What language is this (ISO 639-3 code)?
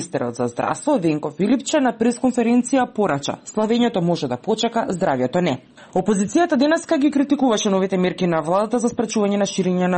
mkd